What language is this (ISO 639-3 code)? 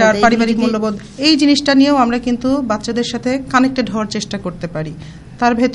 ben